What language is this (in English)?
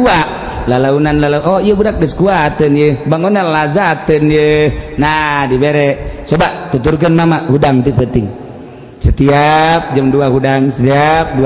Sundanese